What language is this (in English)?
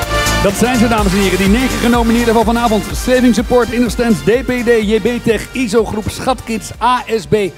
Dutch